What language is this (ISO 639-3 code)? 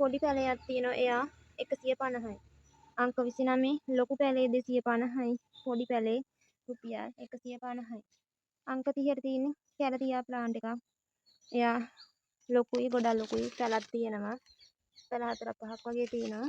sin